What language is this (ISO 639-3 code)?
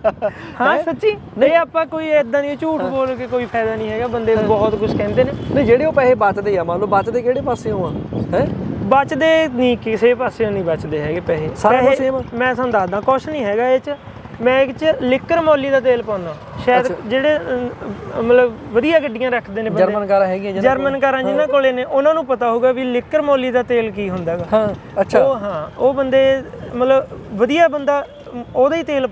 pan